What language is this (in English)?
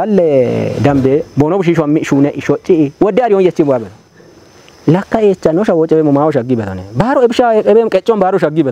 Kafa